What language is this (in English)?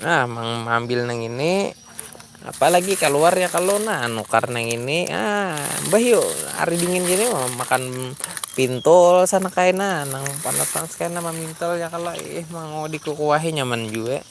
Banjar